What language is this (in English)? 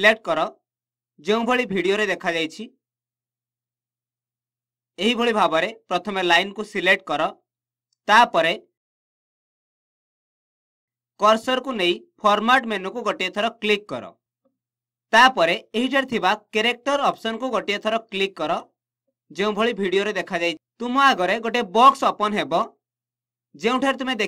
Odia